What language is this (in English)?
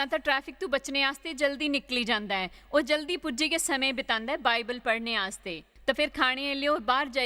Dogri